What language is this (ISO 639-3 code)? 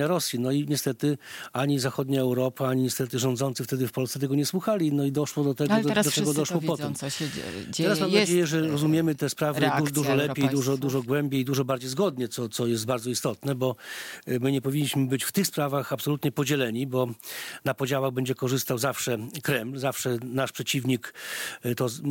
pol